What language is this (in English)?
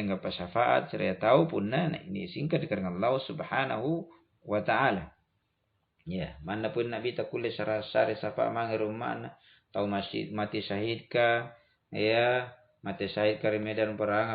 Makasar